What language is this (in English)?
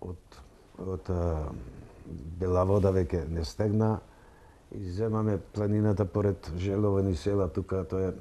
Macedonian